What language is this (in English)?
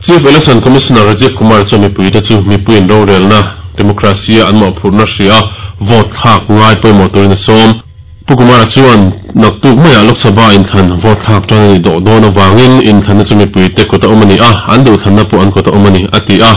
Mizo